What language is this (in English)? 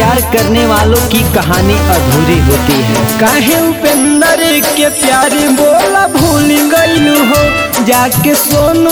Bhojpuri